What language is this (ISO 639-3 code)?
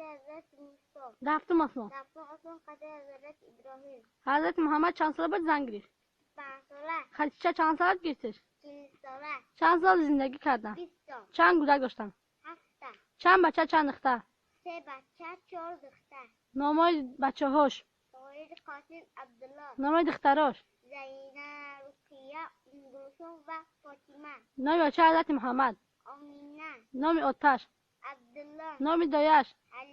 tgk